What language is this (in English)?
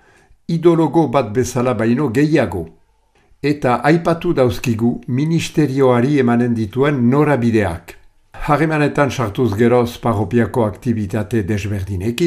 Basque